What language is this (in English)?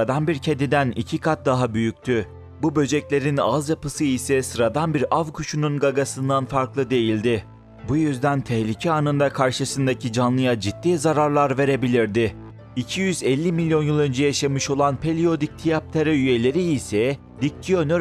Turkish